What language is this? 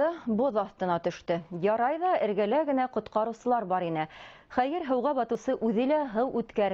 Bashkir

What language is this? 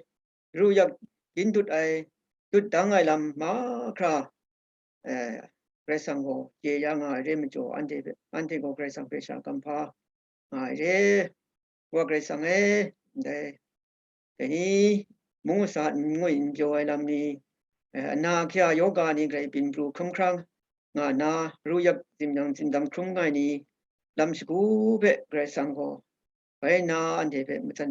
Kachin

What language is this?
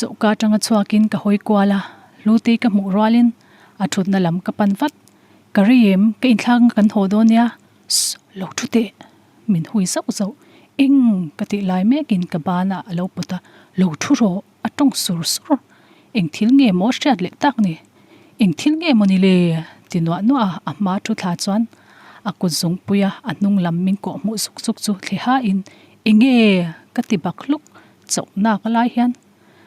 Mizo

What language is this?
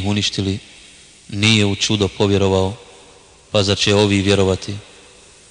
Bosnian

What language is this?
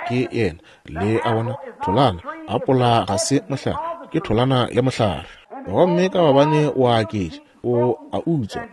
Northern Sotho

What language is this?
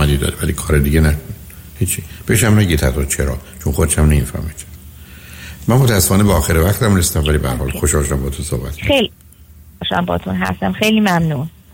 Persian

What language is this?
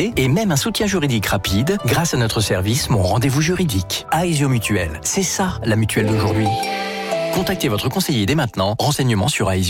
French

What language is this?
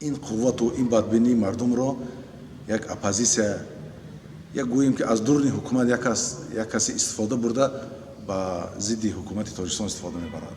Tajik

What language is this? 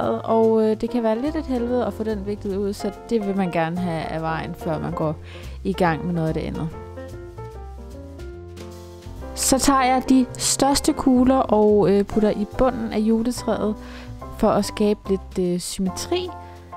Danish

